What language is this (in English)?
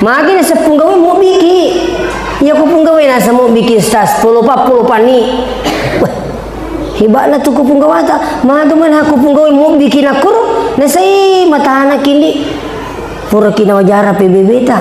Buginese